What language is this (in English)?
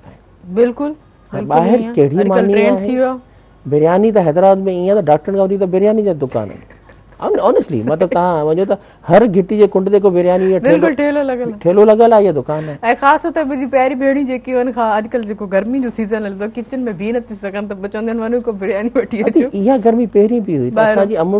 Sindhi